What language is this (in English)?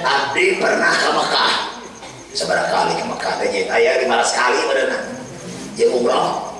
Sundanese